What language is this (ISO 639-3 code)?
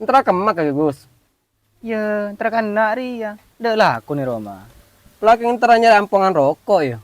mad